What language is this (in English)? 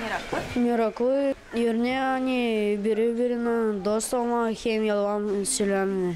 Gagauz